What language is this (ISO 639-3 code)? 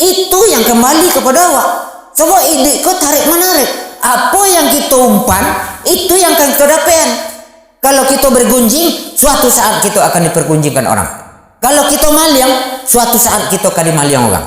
min